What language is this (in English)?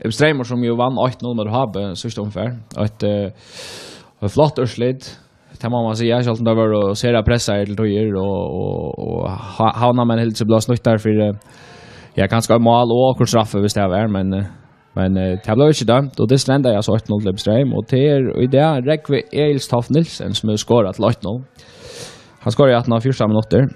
Faroese